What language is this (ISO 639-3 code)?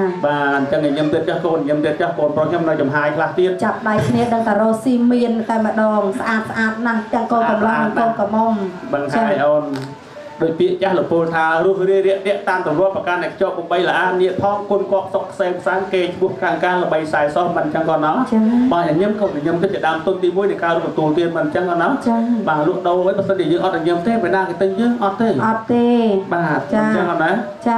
khm